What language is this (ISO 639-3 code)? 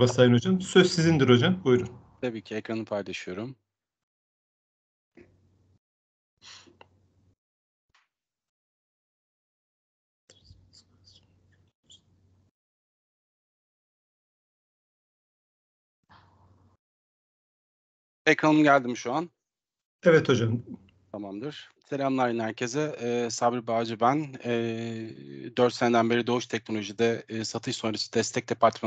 tur